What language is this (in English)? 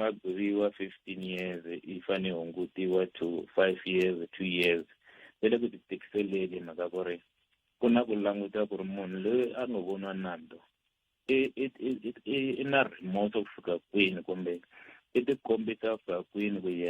Tsonga